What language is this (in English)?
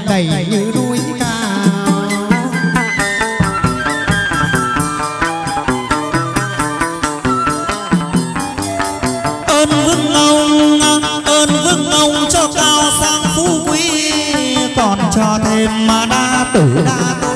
Vietnamese